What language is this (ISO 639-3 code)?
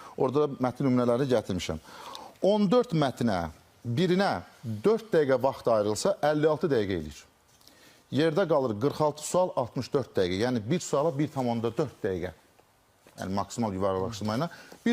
aze